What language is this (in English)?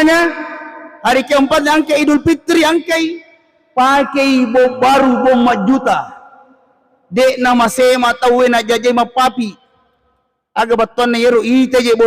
Buginese